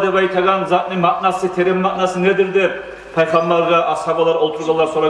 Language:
Kumyk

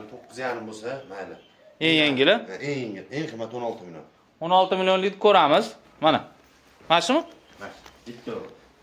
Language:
Uzbek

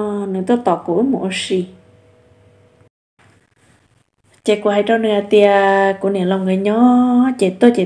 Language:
Vietnamese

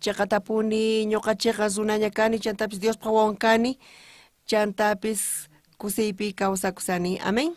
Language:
South Bolivian Quechua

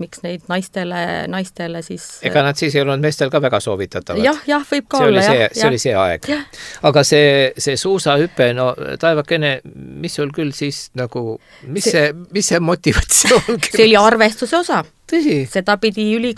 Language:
Estonian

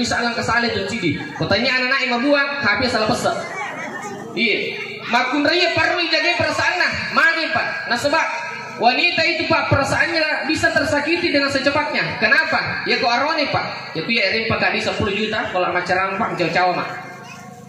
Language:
Buginese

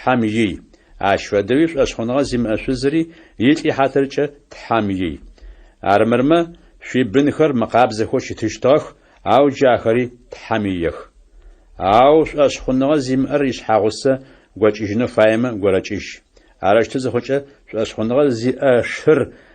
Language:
Adyghe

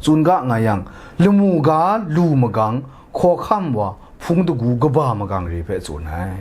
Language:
Kachin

